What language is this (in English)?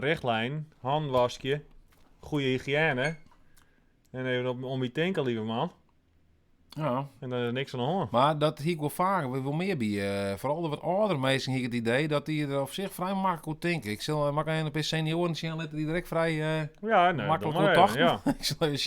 Western Frisian